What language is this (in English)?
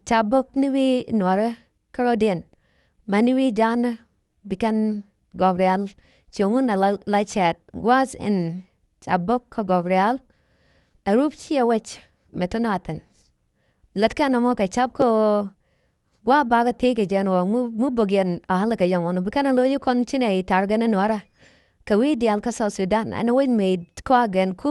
Nuer